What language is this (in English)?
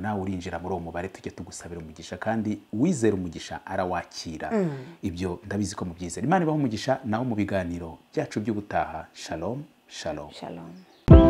Kinyarwanda